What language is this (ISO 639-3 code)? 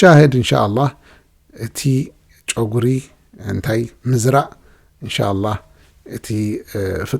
tir